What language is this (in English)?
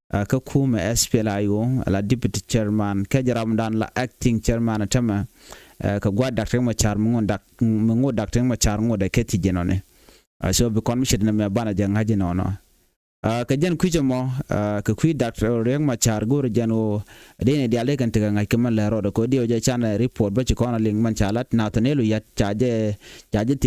Nuer